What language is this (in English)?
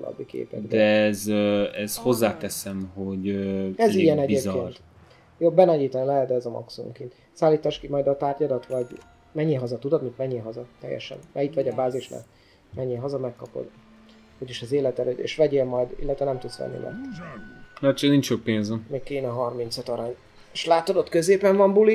Hungarian